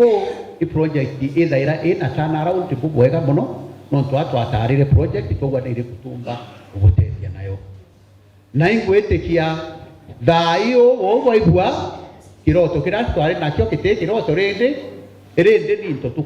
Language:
Meru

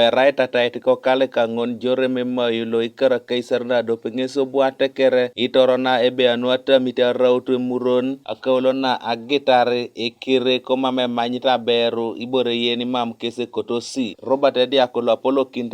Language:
Teso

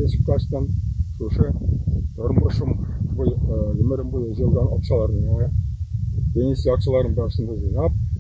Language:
Tatar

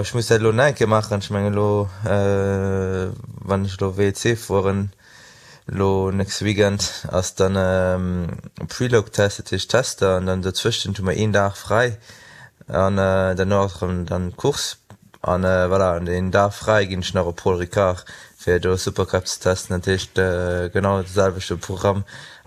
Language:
Luxembourgish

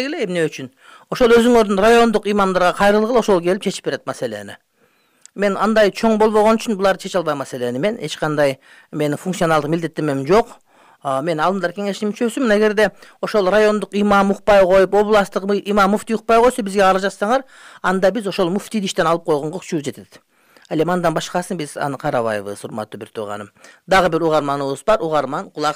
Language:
Kyrgyz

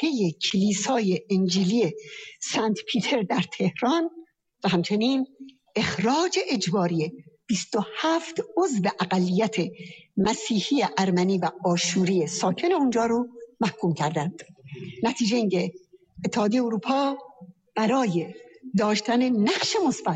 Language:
Persian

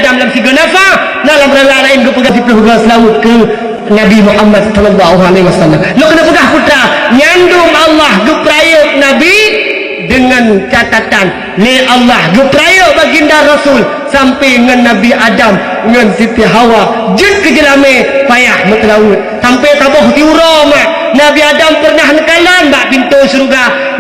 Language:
Achinese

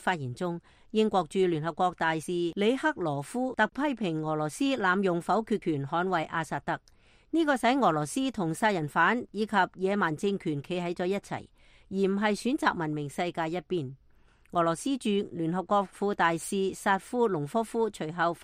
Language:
Cantonese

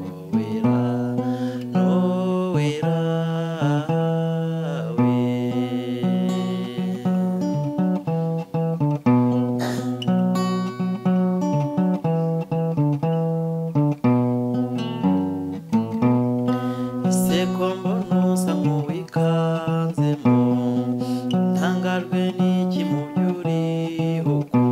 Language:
Kinyarwanda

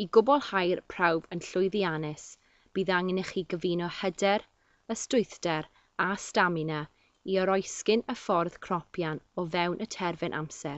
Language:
Welsh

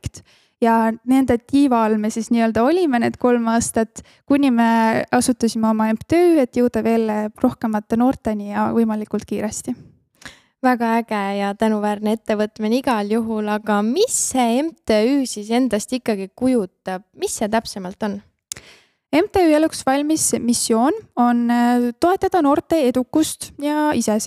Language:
Estonian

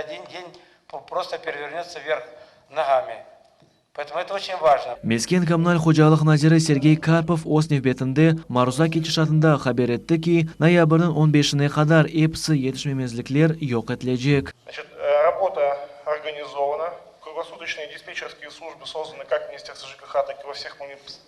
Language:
Crimean Tatar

